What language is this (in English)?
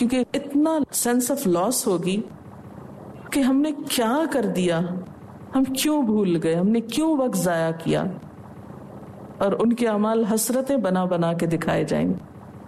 Urdu